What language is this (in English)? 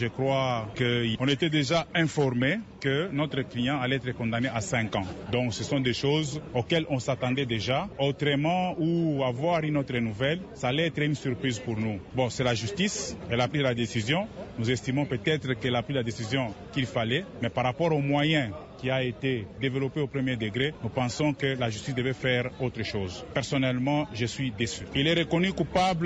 French